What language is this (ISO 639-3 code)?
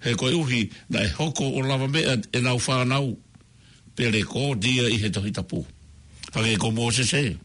ton